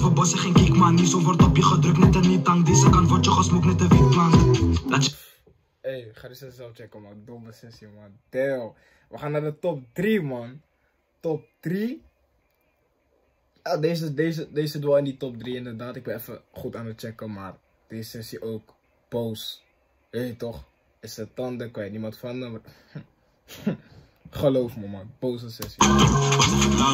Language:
Dutch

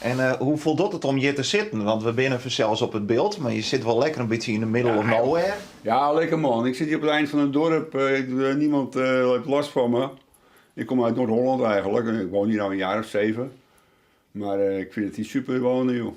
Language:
Western Frisian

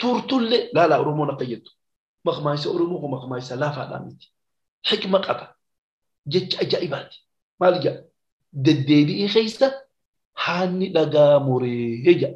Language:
Oromo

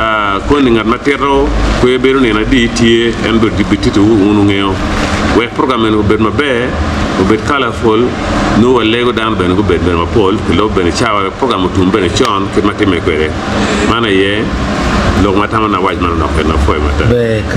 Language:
Acoli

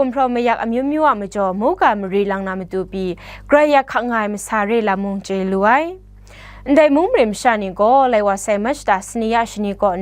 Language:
Kachin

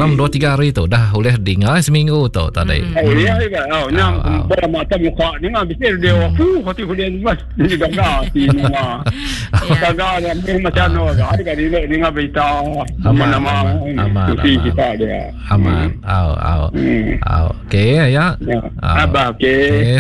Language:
Iban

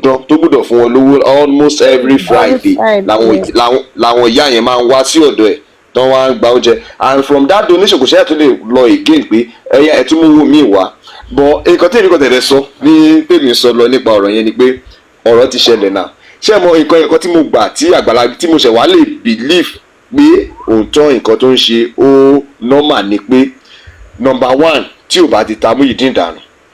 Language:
Yoruba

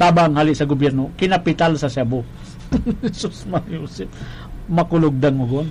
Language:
Bikol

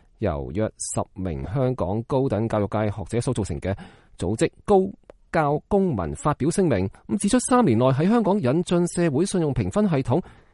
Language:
Cantonese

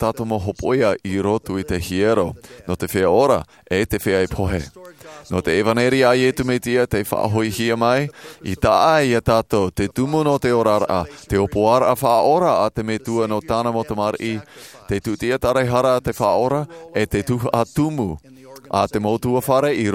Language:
Tahitian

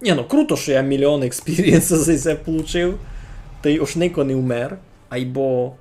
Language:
Rusyn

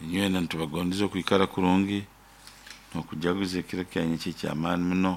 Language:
Nyoro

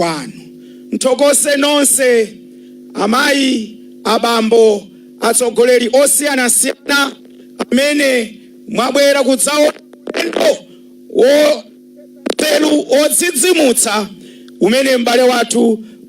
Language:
Nyanja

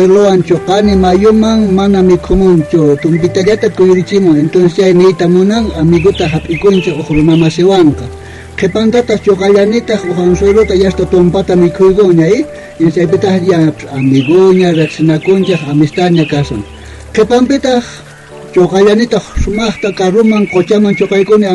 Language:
South Bolivian Quechua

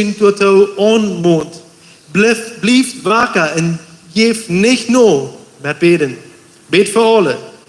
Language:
Plautdietsch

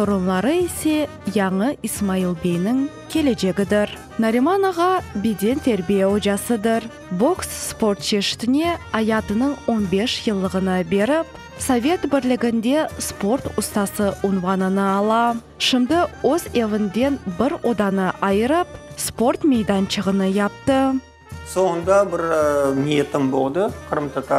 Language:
Crimean Tatar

